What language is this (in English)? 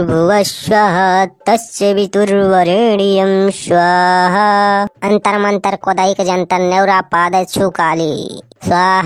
Awadhi